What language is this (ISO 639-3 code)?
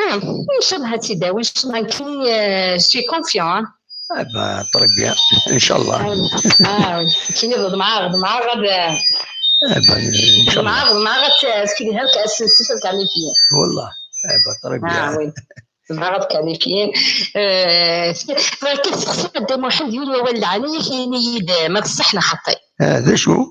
kab